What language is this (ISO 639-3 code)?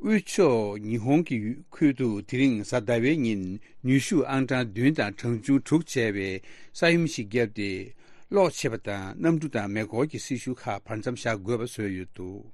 bod